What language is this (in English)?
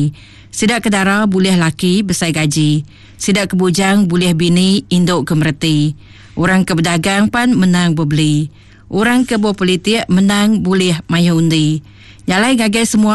Iban